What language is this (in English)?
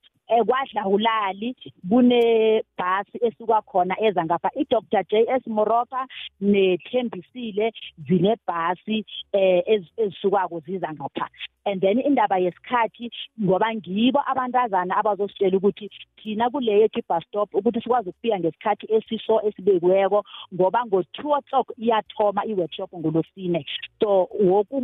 South Ndebele